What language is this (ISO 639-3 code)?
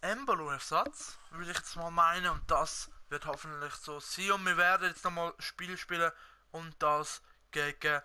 gsw